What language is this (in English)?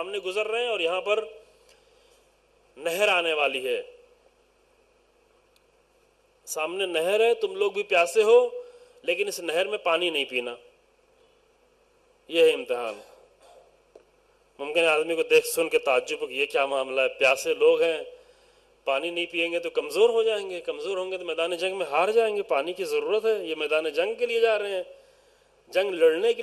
Urdu